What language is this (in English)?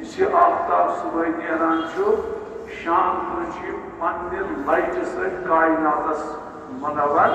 Kashmiri